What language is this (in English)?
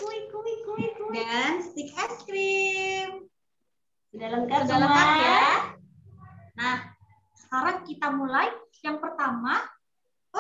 Indonesian